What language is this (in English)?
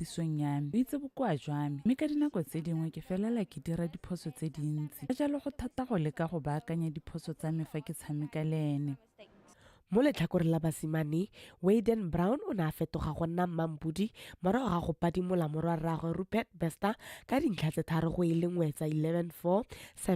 Tswana